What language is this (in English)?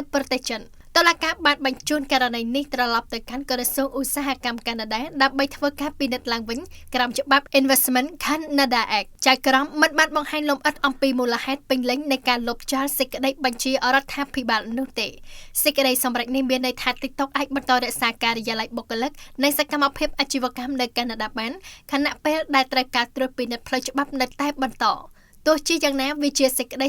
Khmer